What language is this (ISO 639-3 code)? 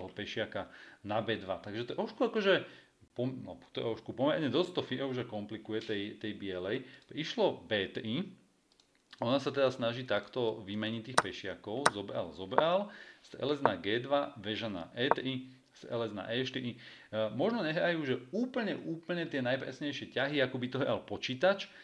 slk